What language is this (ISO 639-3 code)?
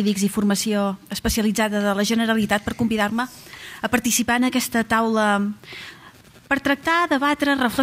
cat